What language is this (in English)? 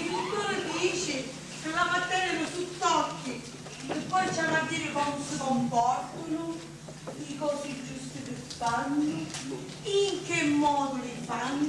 Sicilian